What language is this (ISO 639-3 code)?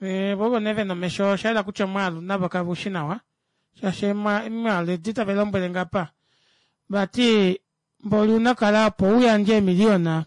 kua